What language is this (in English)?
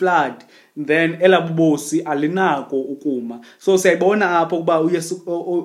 Xhosa